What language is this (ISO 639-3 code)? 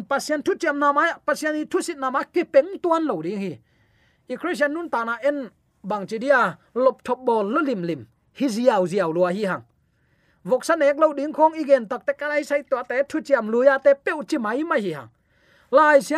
ctd